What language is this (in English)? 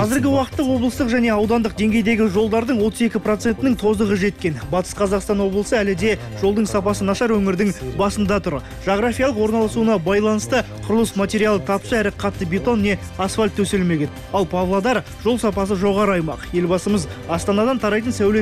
Kazakh